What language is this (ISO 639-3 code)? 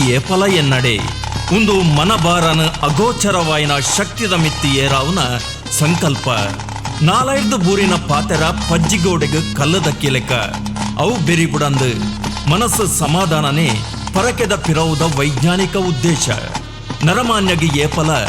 tcy